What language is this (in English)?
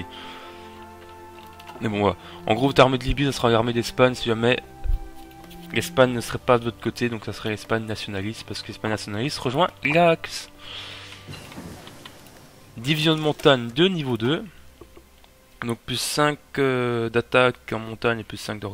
French